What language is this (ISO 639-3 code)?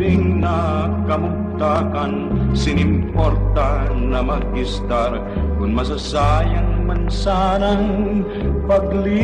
bik